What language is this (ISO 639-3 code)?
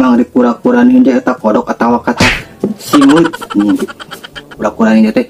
sun